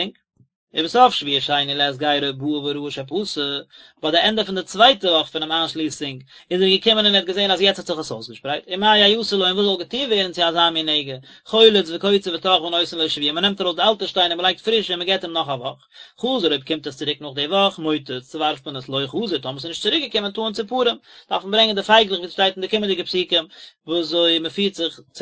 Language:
Yiddish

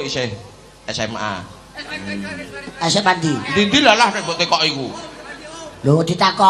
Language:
Javanese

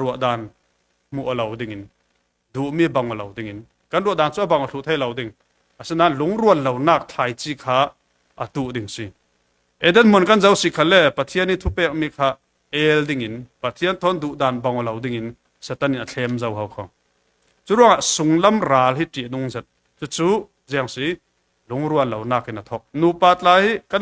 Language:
Falam Chin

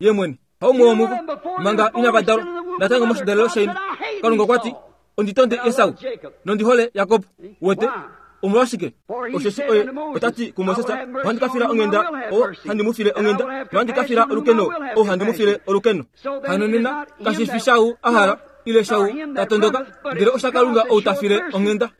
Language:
Kuanyama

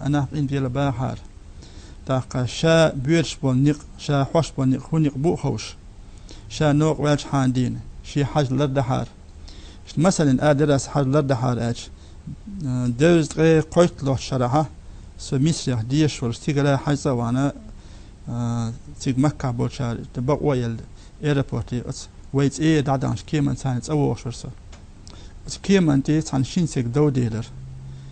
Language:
Chechen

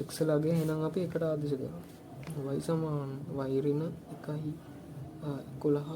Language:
Sinhala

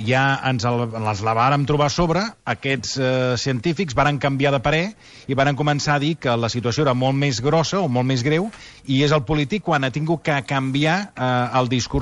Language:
Catalan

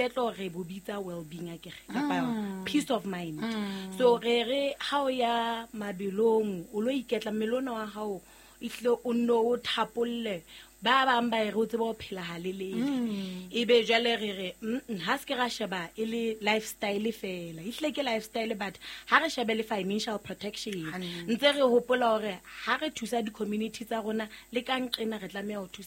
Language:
Southern Sotho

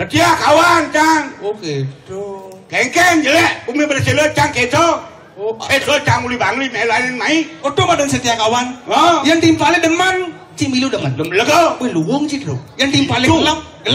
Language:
Balinese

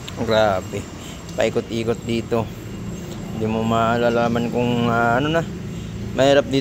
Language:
Filipino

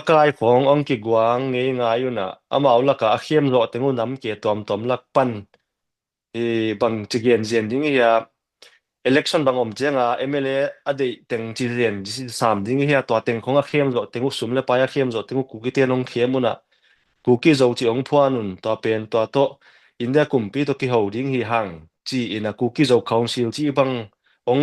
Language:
Tedim Chin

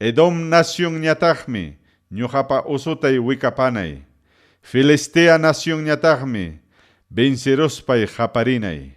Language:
Ayacucho Quechua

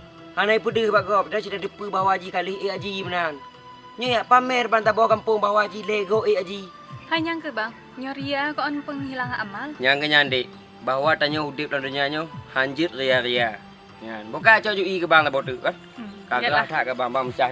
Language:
Achinese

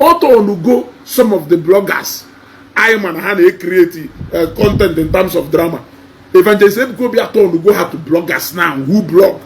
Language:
Igbo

